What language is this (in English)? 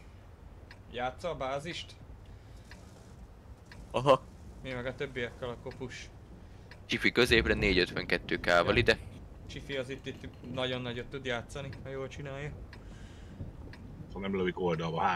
Hungarian